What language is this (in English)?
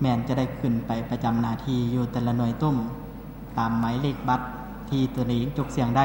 Lao